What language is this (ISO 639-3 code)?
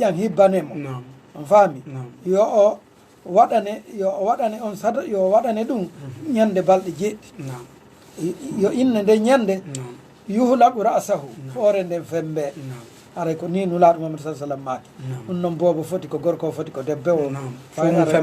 ful